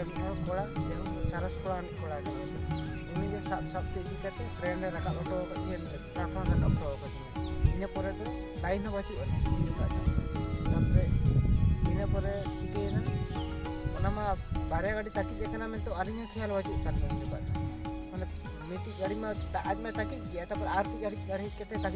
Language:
Santali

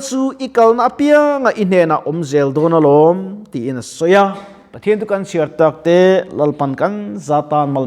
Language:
Mizo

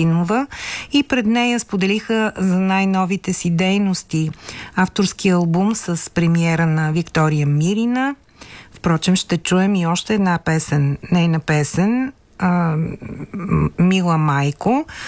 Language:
Bulgarian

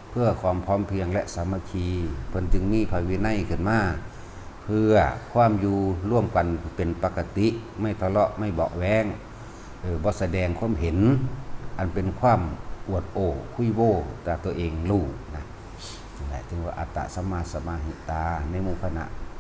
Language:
Northeastern Thai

